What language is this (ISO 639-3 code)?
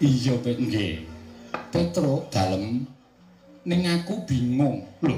jav